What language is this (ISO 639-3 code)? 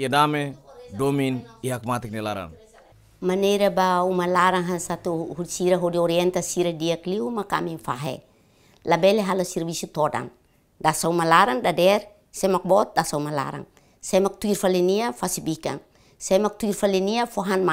tet